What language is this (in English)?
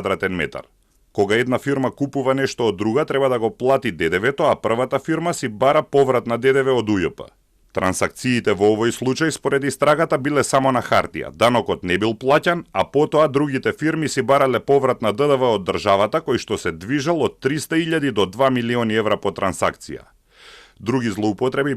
Macedonian